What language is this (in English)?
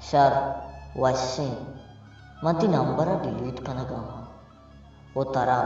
Baluchi